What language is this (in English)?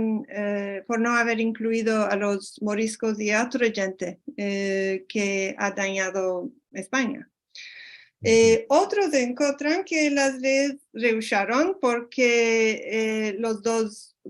Ladino